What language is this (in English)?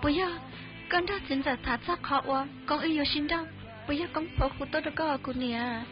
Hmong